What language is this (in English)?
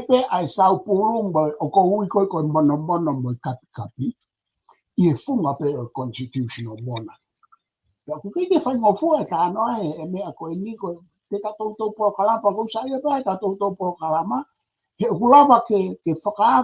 Tongan